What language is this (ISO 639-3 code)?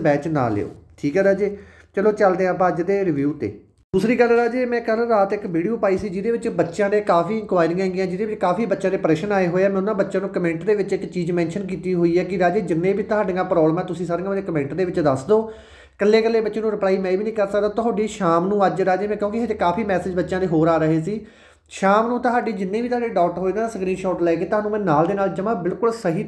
pan